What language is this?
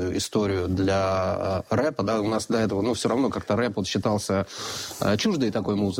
Russian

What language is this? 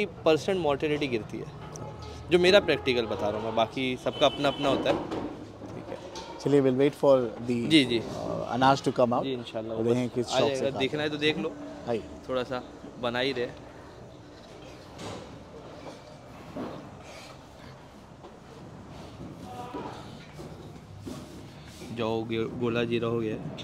Hindi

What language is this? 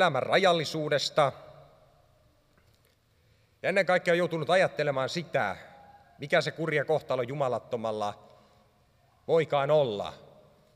Finnish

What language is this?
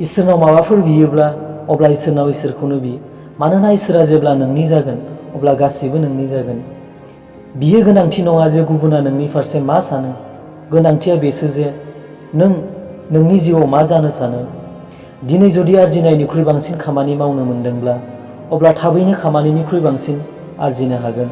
Bodo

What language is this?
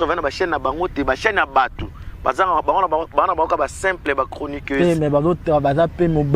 Lingala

